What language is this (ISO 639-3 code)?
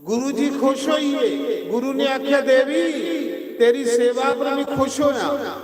doi